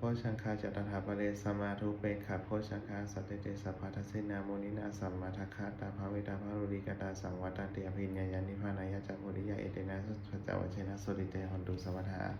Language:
Pali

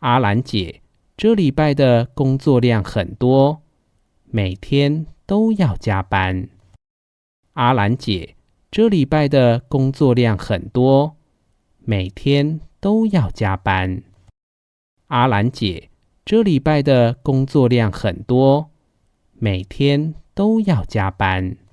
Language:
Hakka Chinese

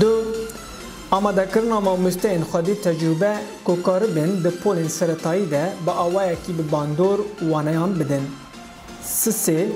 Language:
Kurdish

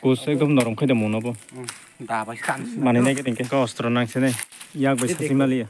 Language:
Kok Borok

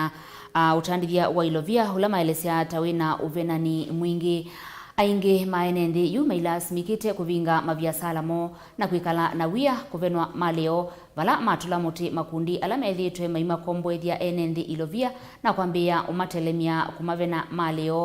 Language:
Kamba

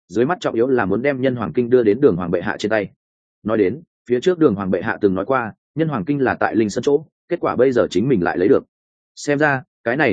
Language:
Vietnamese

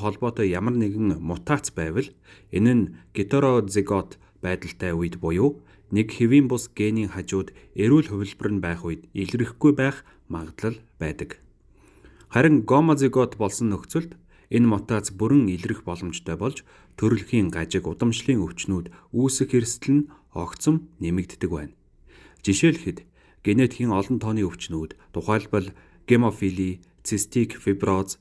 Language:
Mongolian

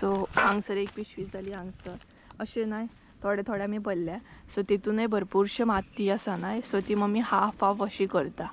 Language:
Konkani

